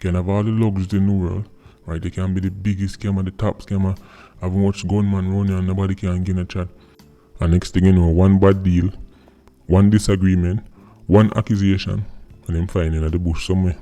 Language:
Jamaican Creole English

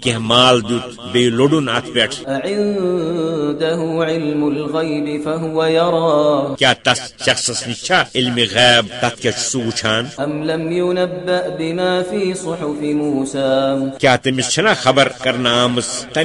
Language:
Kashmiri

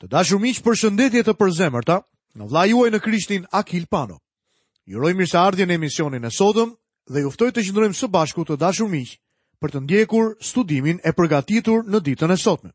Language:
Albanian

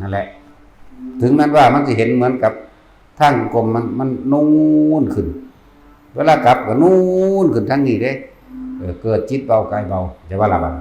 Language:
Northeastern Thai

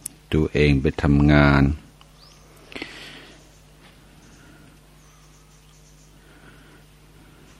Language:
Thai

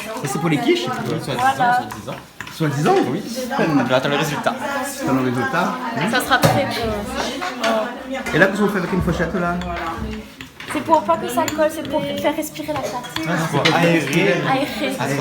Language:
Réunion Creole French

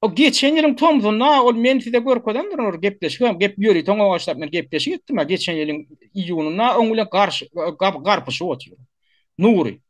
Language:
Turkmen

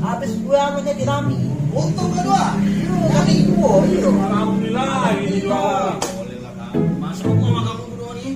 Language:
Musi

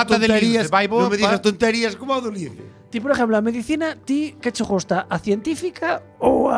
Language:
Galician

